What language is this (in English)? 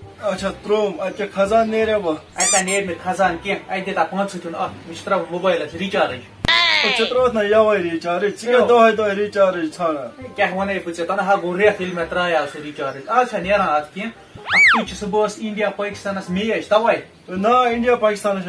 Kashmiri